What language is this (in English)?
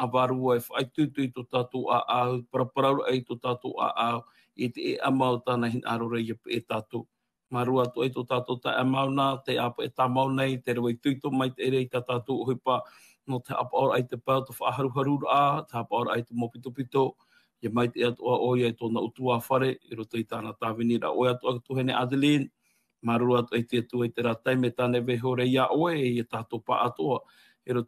Tahitian